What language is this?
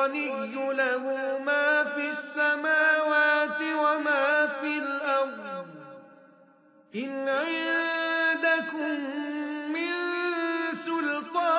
Arabic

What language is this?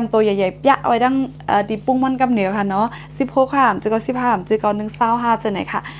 Shan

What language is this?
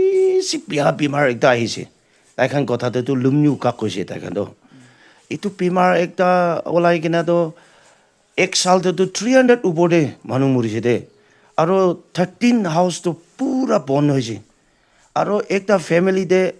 Naga Pidgin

